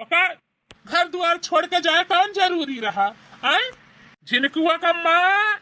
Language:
Bhojpuri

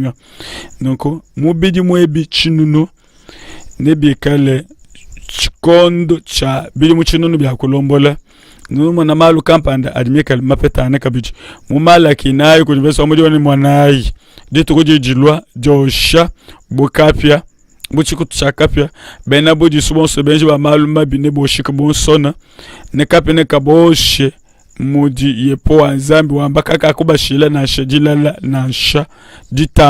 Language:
Luba-Lulua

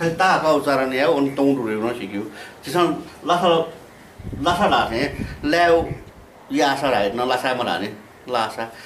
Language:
Newari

